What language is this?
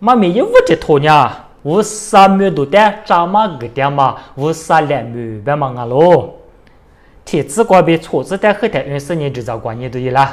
Lisu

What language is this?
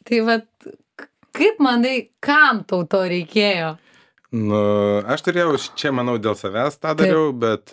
Lithuanian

